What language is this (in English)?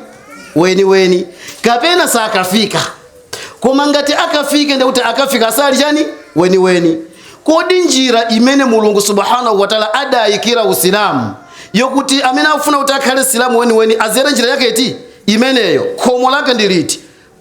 Nyanja